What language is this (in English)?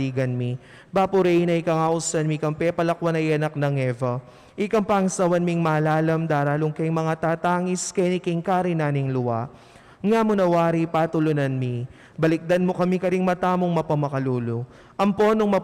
Pampanga